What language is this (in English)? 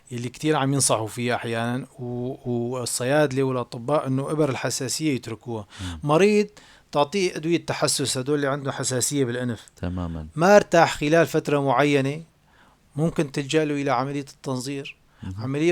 North Levantine Arabic